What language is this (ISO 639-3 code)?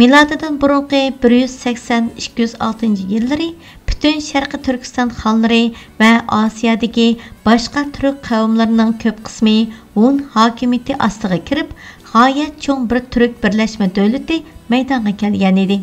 uig